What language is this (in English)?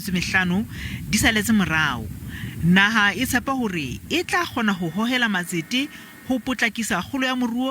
Southern Sotho